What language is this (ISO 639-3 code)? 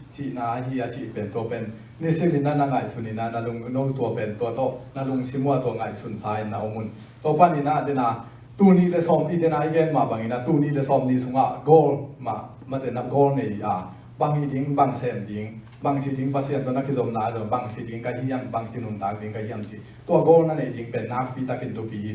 ctd